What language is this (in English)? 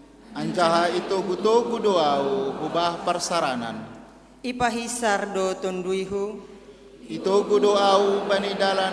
Batak Simalungun